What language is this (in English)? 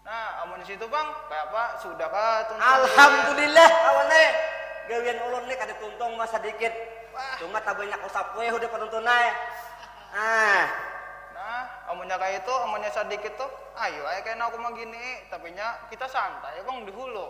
Banjar